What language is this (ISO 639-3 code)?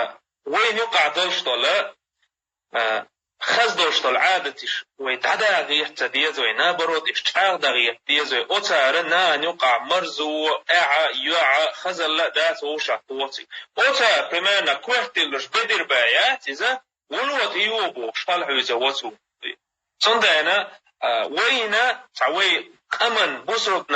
che